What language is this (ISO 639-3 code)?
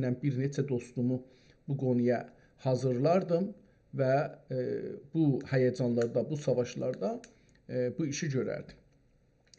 azb